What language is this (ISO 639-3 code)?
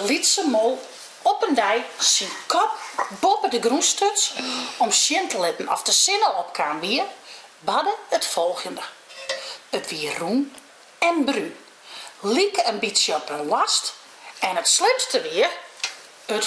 fry